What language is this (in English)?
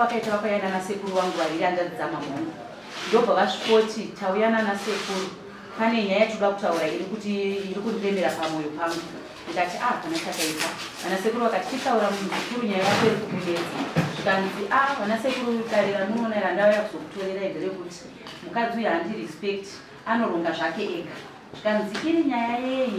Shona